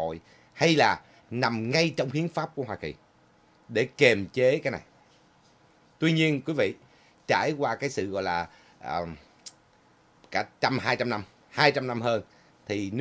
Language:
Vietnamese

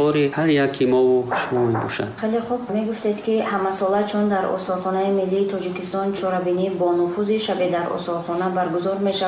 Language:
Tajik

